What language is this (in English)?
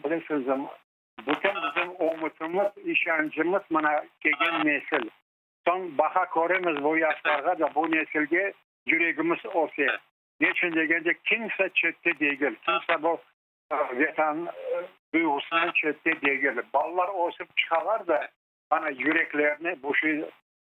Crimean Tatar